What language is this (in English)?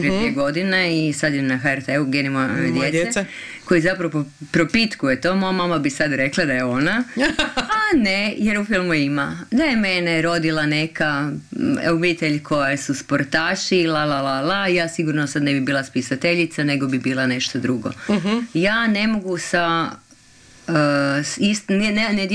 Croatian